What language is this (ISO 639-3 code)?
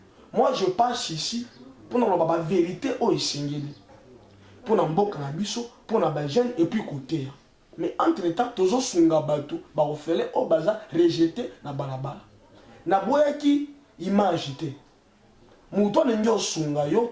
lin